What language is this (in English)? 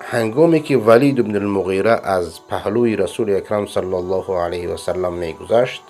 Persian